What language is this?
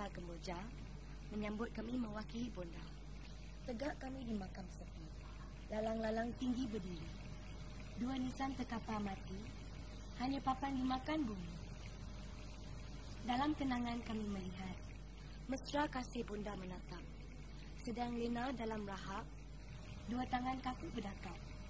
Malay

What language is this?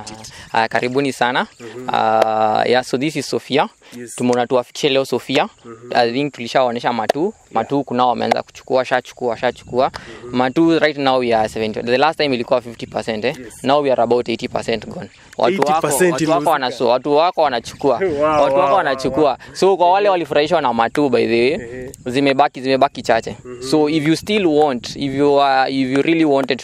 Swahili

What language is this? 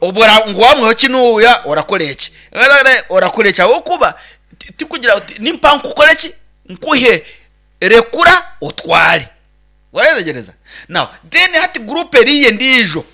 Nyankole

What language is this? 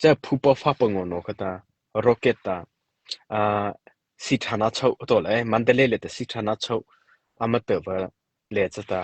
Mara Chin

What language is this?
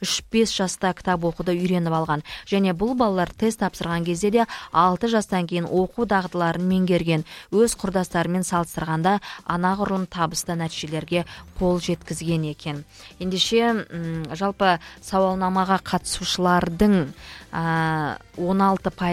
Kazakh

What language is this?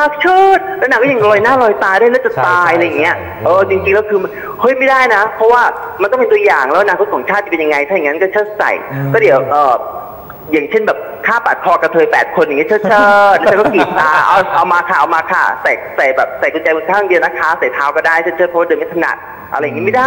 Thai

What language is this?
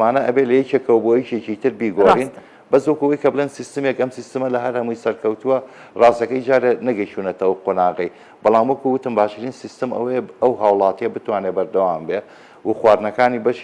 Central Kurdish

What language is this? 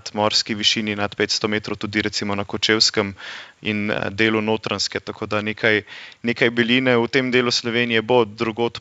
Slovenian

